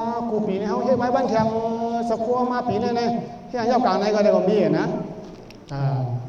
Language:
Shan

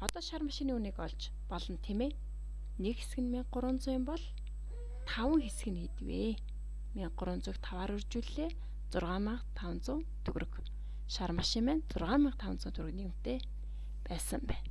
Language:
Mongolian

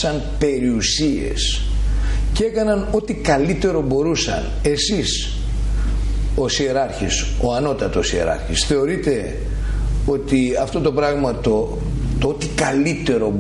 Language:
Greek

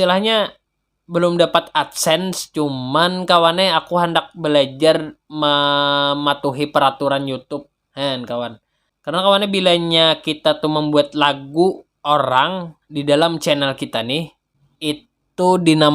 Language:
Banjar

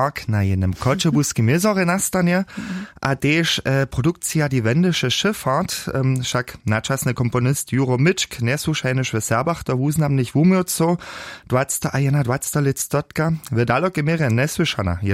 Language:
Upper Sorbian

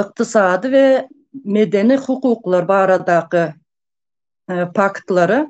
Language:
Turkmen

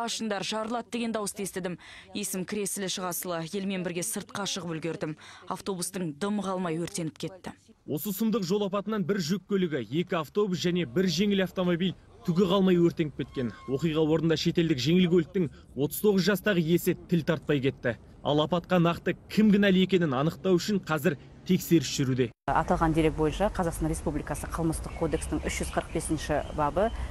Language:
Kazakh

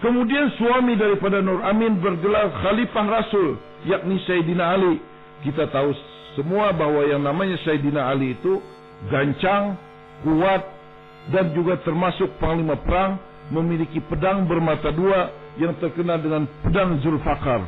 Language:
Banjar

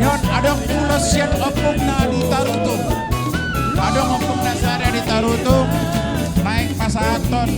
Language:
Batak Toba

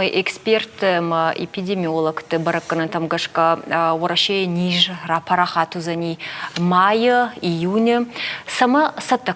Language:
Ossetic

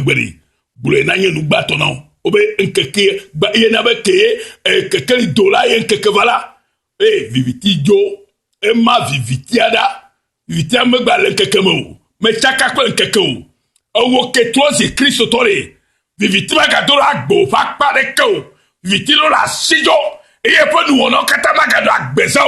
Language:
Ewe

